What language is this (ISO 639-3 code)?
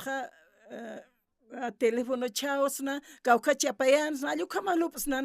aym